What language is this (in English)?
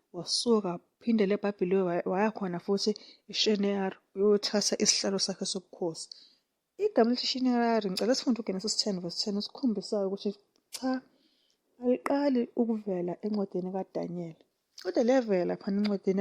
Zulu